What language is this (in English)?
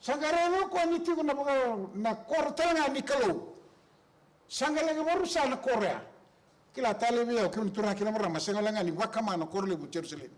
Fijian